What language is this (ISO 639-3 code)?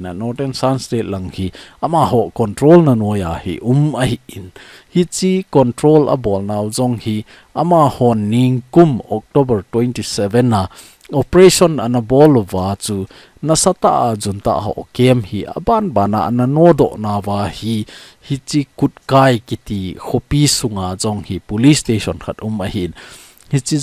tcz